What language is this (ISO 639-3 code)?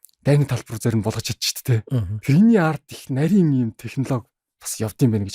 mon